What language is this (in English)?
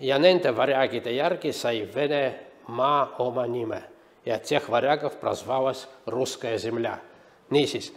Estonian